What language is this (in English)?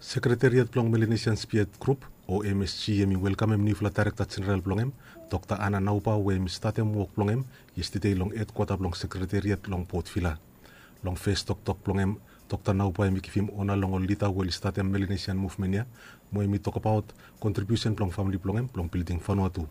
Bislama